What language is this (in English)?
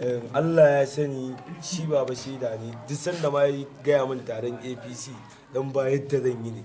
Hausa